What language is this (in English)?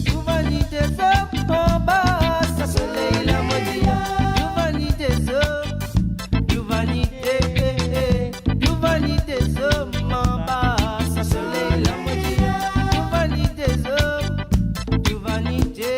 Morisyen